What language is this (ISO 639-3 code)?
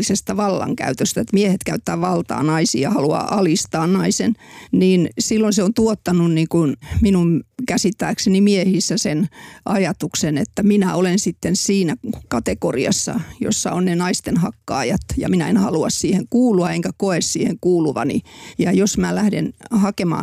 fin